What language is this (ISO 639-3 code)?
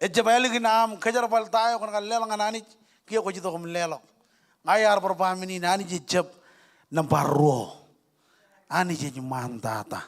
mah